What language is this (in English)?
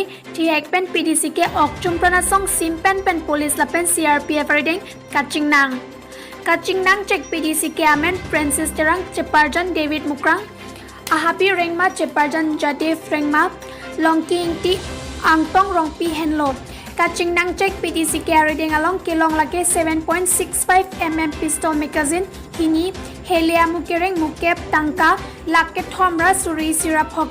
Karbi